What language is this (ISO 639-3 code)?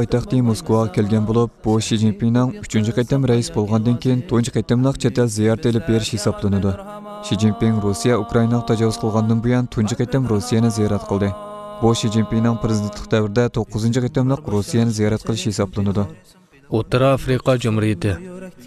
uig